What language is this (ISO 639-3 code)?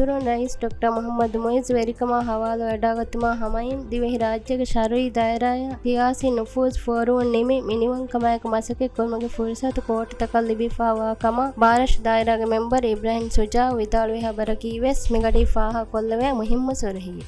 div